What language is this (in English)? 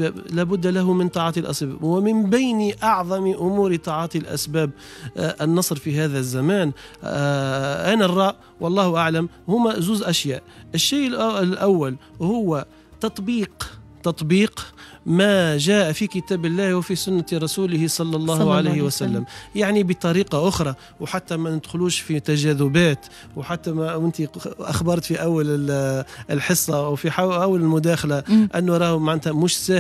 Tunisian Arabic